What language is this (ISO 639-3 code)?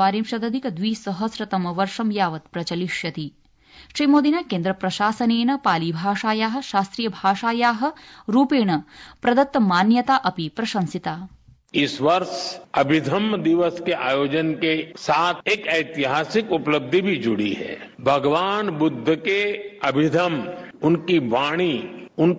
san